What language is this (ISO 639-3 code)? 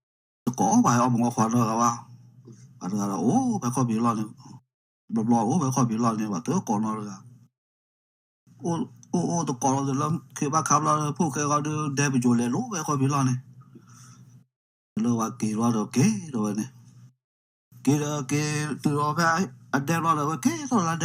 ksw